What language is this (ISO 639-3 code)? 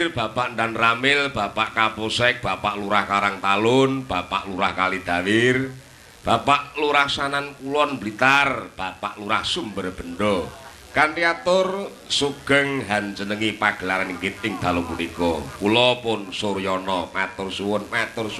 jav